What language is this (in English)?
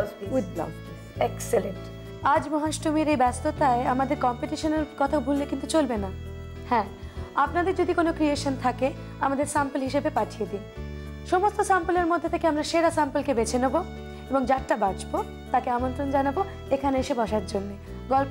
Bangla